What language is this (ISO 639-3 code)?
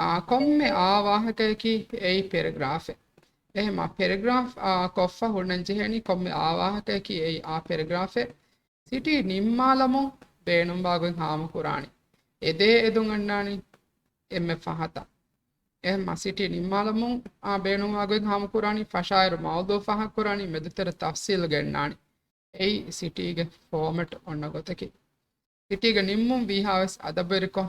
div